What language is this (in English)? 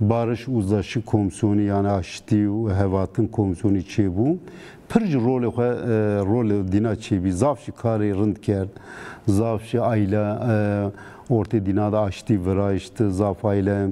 Zaza